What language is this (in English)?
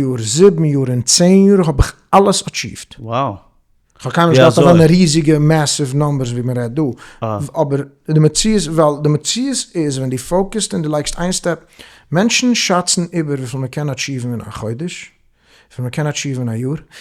Yiddish